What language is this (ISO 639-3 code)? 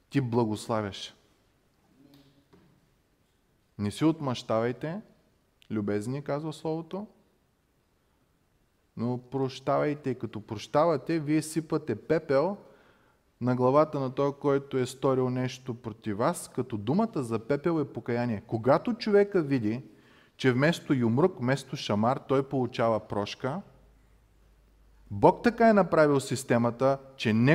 bul